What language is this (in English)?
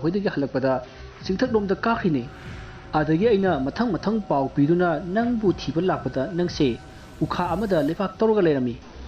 Manipuri